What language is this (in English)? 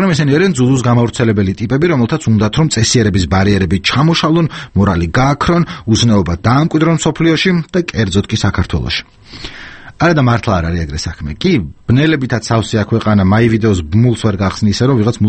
Georgian